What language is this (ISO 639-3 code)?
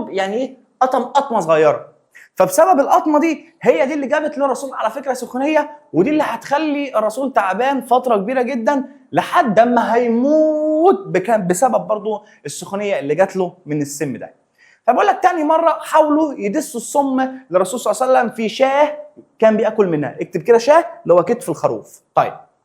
arz